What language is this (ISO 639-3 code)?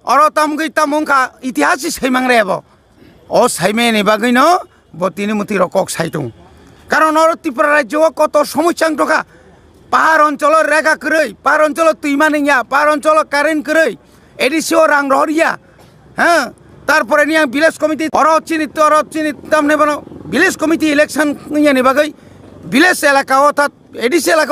ria